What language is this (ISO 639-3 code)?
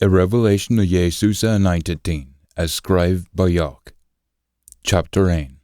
sco